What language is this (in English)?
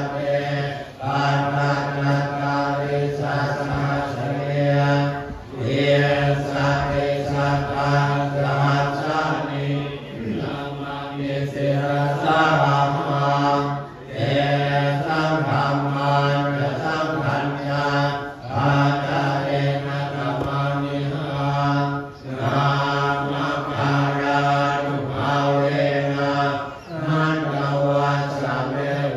Pali